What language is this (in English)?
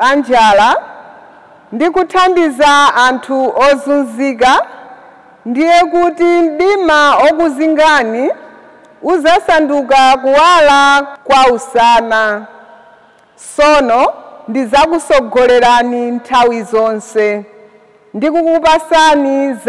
Nyanja